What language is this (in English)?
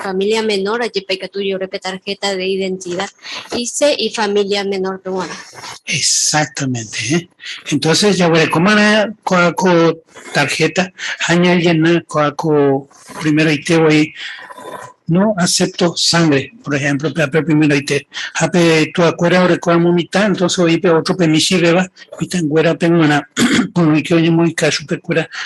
Guarani